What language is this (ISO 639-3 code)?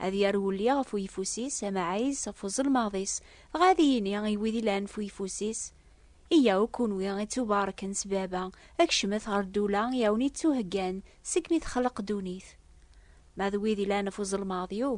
kab